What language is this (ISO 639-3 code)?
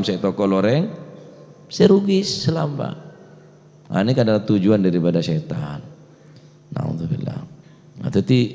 mad